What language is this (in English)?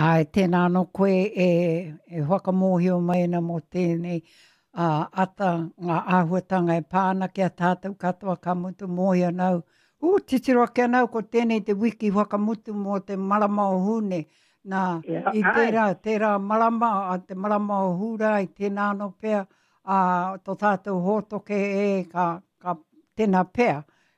Māori